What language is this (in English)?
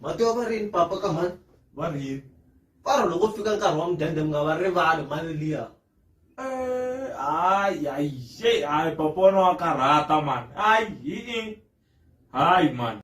Tsonga